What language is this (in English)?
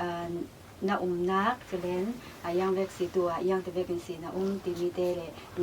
Falam Chin